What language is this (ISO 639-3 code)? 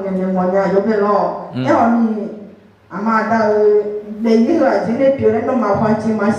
ahk